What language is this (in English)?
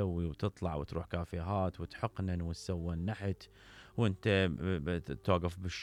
Mesopotamian Arabic